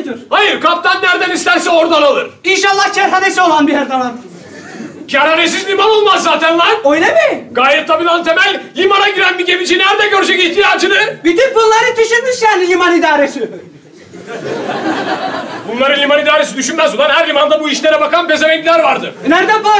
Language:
Turkish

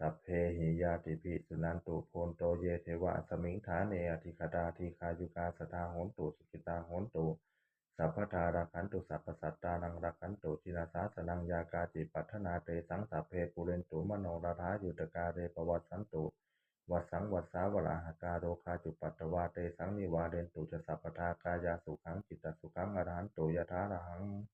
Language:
Pali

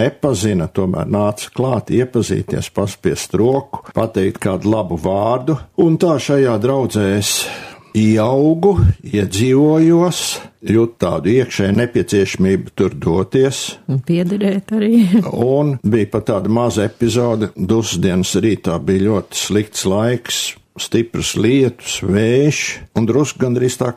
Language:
Latvian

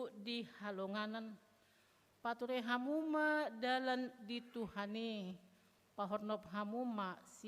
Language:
Batak Toba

